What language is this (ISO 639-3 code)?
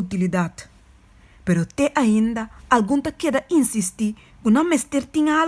pap